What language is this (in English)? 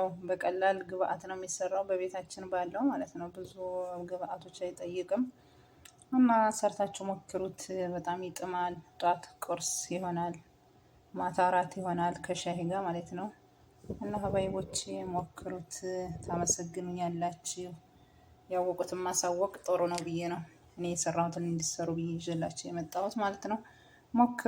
Amharic